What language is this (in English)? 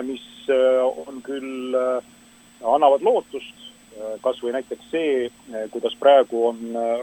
Estonian